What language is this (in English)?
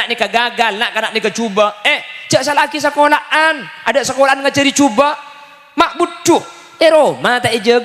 Madurese